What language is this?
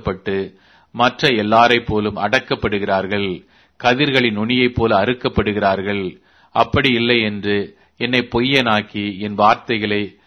Tamil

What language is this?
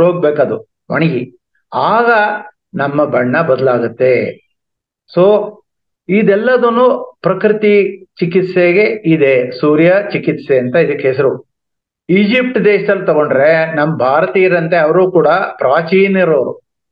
Kannada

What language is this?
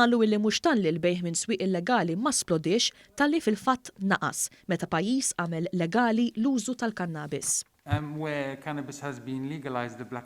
Maltese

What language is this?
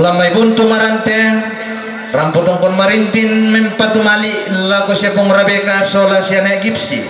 Toraja-Sa'dan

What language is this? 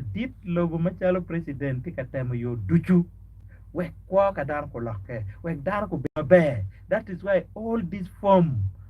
Acoli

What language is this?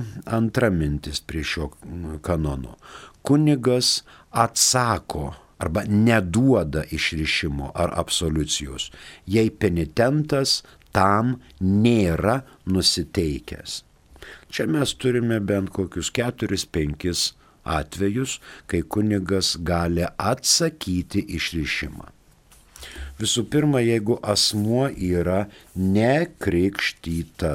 Lithuanian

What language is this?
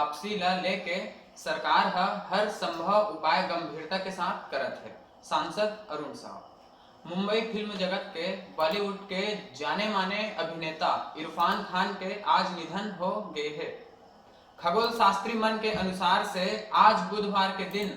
Chhattisgarhi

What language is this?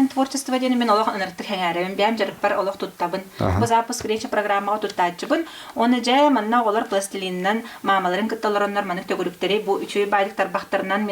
Yakut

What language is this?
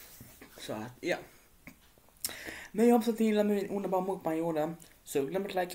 Swedish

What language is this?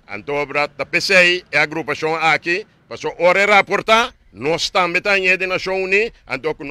Papiamento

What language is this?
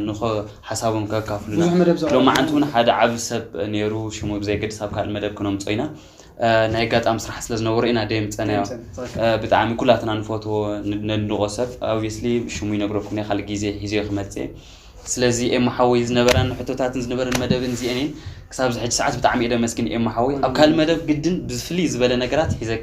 Tigrinya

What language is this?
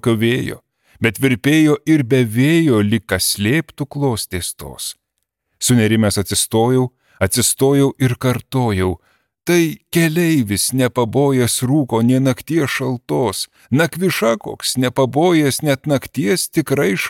Lithuanian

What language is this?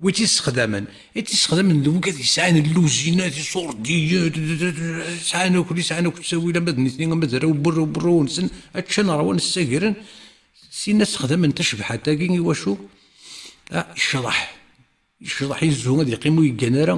Kabyle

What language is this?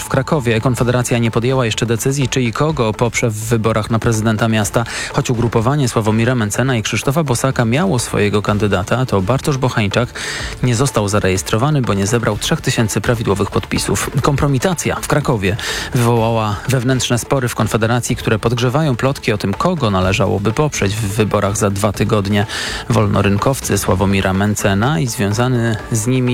Polish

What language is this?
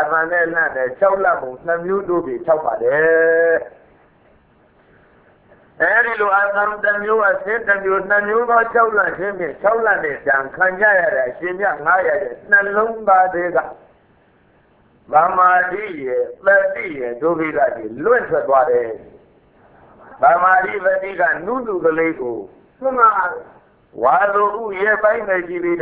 Burmese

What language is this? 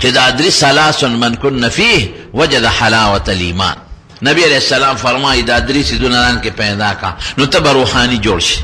Pashto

